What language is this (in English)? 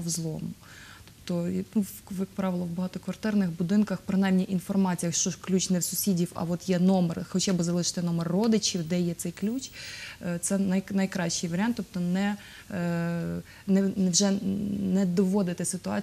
Ukrainian